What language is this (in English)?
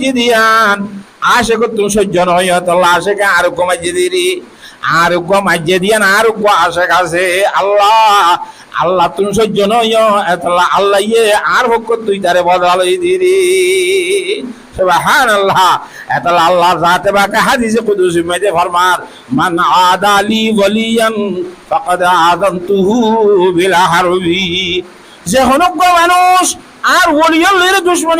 Rohingya